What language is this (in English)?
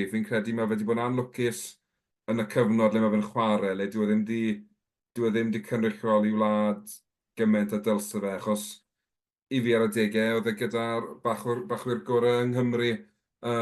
Welsh